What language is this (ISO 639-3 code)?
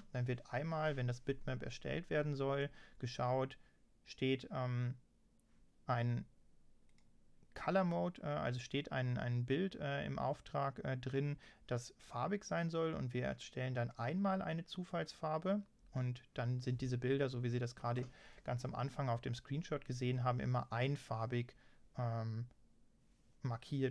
deu